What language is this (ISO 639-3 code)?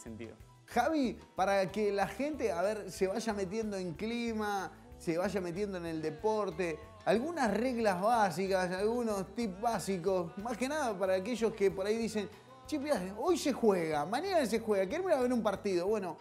spa